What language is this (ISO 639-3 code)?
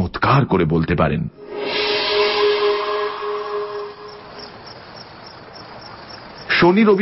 ben